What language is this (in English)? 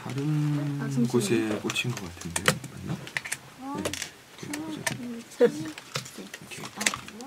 Korean